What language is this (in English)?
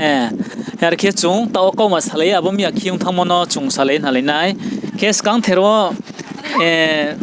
Riang (India)